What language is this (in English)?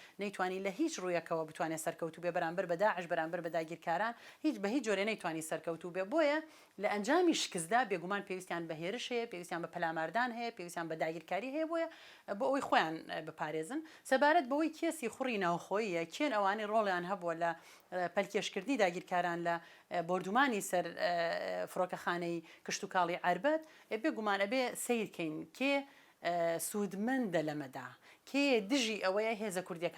Central Kurdish